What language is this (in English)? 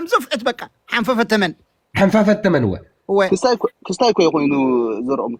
Tigrinya